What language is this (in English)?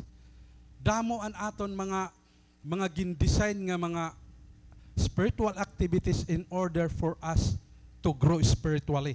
Waray